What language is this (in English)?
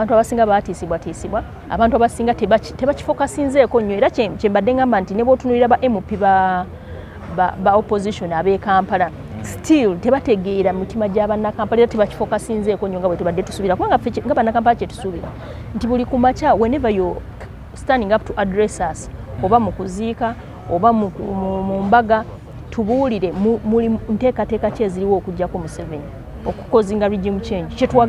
Ganda